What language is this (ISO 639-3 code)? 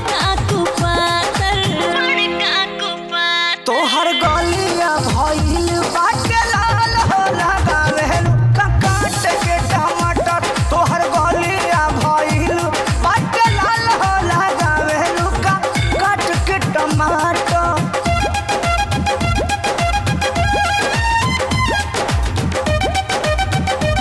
bho